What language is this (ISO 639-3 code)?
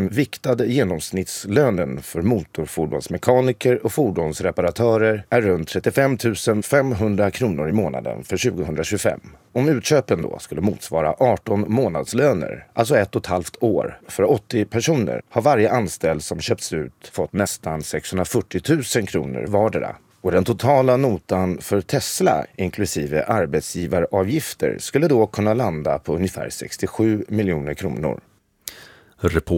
swe